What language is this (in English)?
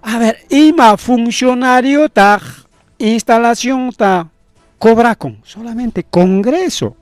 Ayacucho Quechua